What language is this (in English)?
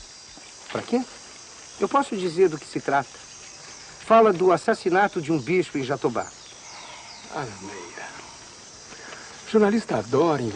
Portuguese